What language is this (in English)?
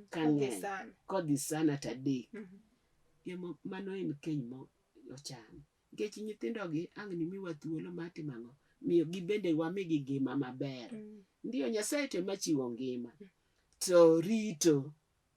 Luo (Kenya and Tanzania)